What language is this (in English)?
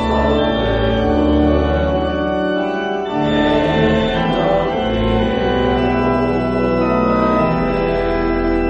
Afrikaans